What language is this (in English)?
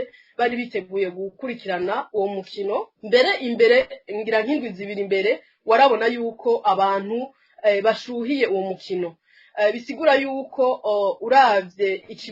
Rundi